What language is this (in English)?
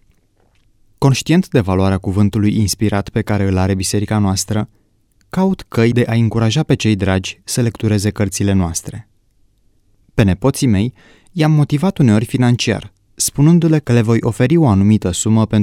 Romanian